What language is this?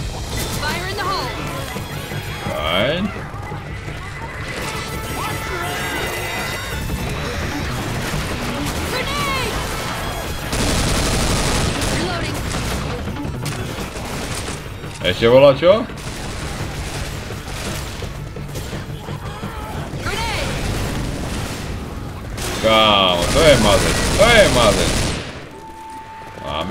Slovak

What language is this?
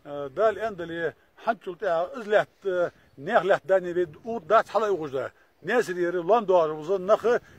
Ingush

